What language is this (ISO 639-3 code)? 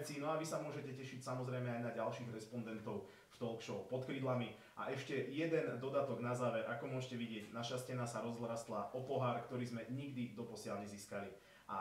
slk